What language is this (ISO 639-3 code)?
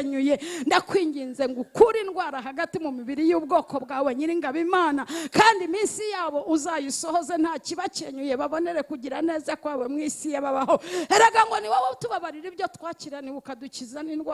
kin